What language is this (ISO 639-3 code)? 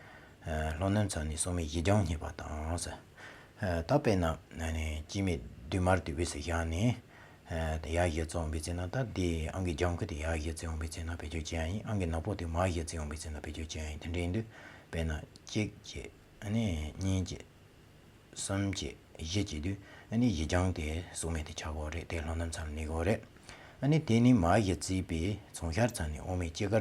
bod